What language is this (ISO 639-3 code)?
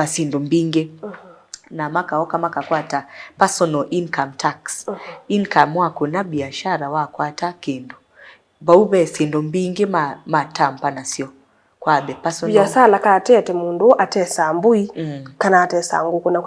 kam